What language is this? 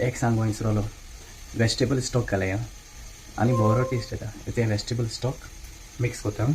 Konkani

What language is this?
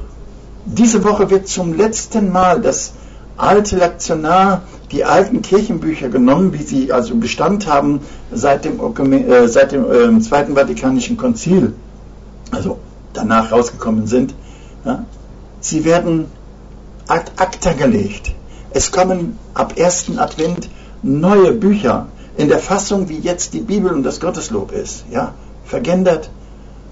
German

